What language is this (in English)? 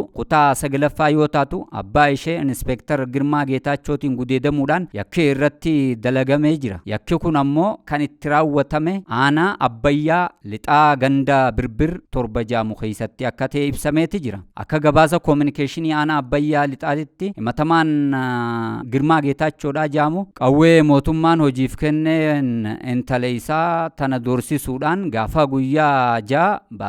Oromo